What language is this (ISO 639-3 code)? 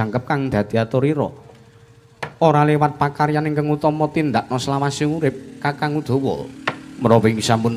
jav